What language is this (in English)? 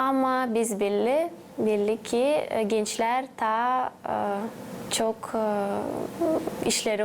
Gagauz